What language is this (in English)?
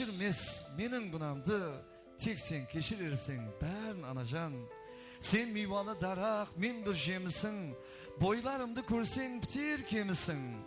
Kara-Kalpak